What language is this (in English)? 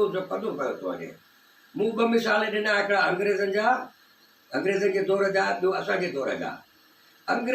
Sindhi